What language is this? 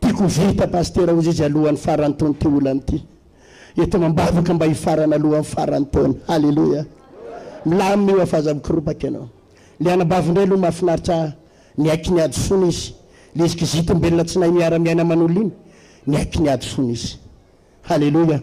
Malagasy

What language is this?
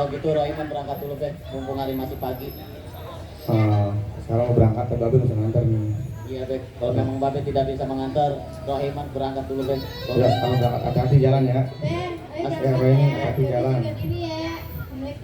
Betawi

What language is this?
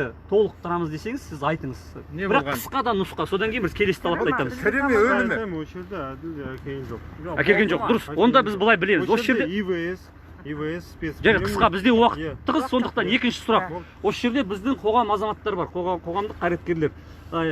Kazakh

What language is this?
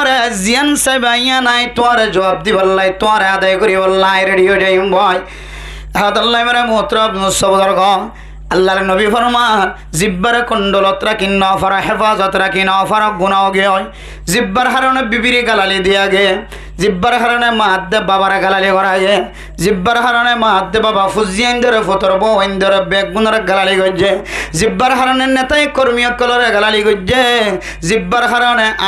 Rohingya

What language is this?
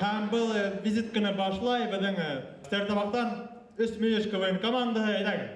Bashkir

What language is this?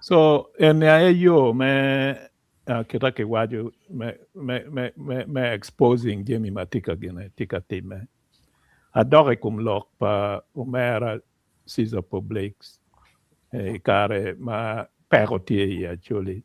Acoli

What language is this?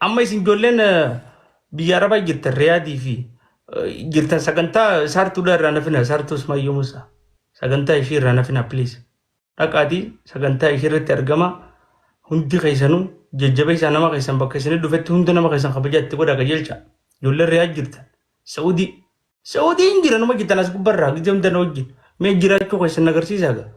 Oromo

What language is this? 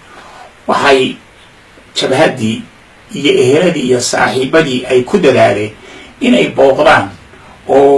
Somali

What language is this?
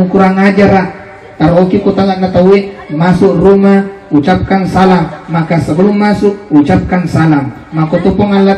Buginese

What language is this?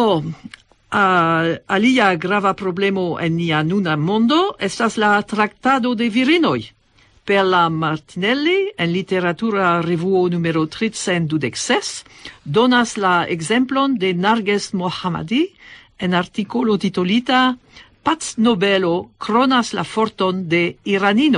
Esperanto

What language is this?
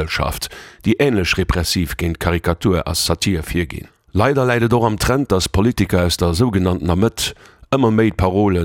Luxembourgish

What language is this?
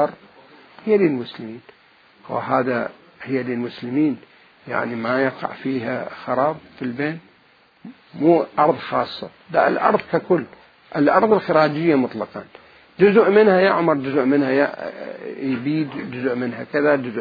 Mesopotamian Arabic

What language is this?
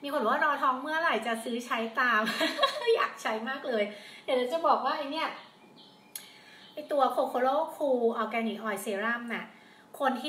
Thai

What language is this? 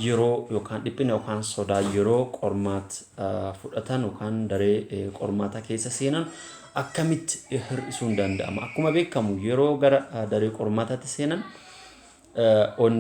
Oromo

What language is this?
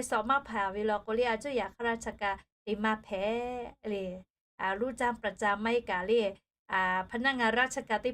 Lahu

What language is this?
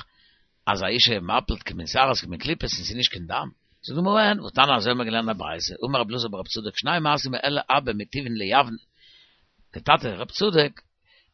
Yiddish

